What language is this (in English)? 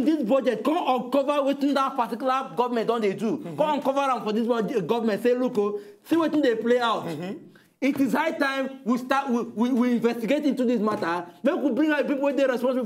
Nigerian Pidgin